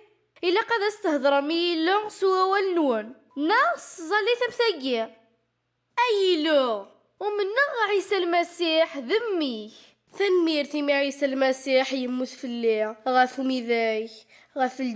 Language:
Kabyle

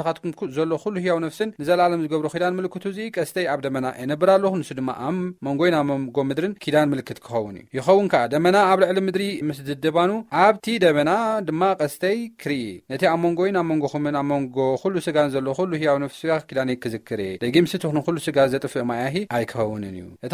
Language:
Tigrinya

